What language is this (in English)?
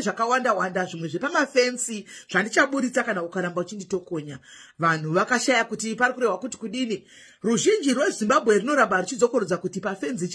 Shona